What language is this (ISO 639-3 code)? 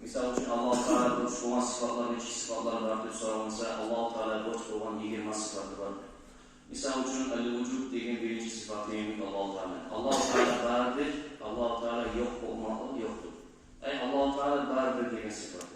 kum